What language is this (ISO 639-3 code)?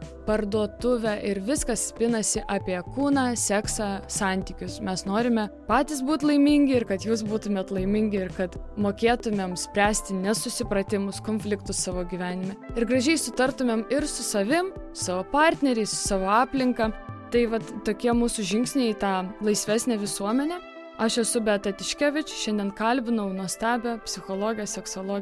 lit